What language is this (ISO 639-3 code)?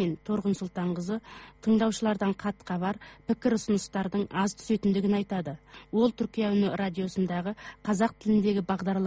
kaz